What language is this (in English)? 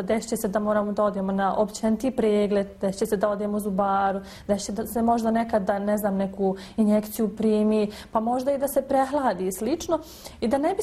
Bosnian